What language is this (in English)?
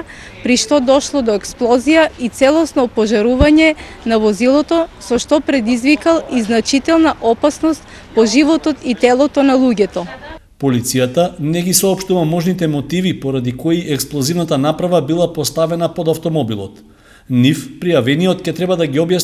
Macedonian